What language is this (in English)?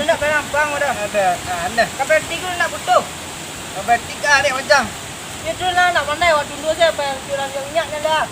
Minangkabau